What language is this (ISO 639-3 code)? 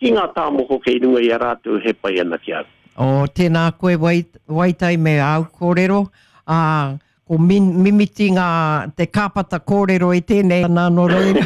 mri